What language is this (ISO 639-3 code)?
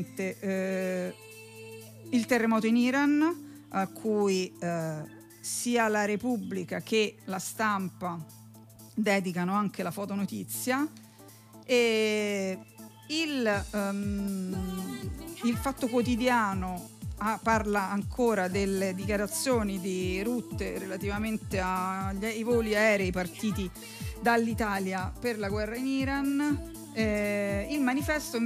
ita